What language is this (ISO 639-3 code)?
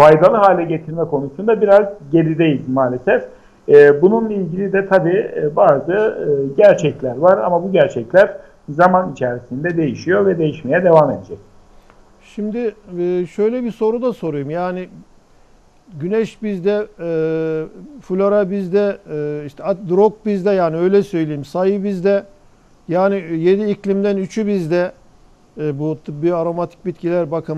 tur